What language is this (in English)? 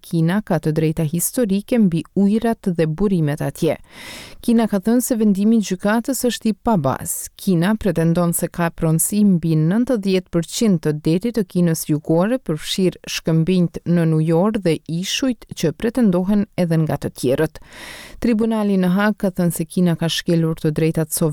Albanian